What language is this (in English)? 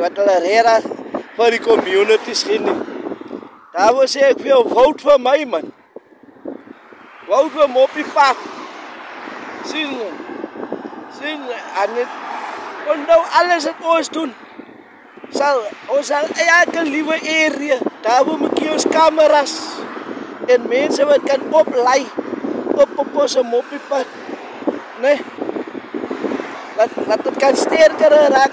Afrikaans